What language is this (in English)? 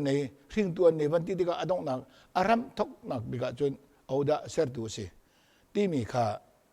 Hakha Chin